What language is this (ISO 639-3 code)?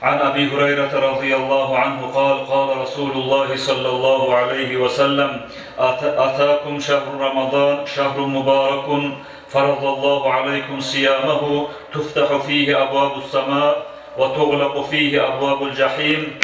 kum